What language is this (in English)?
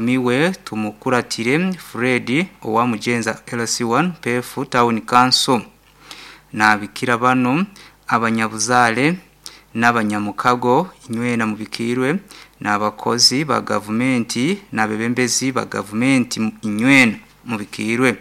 Nyankole